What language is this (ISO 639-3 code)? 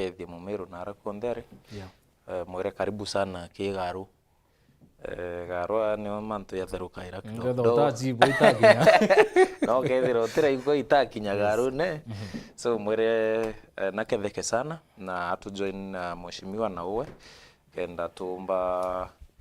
mer